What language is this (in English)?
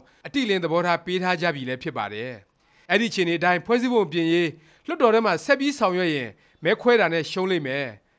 Burmese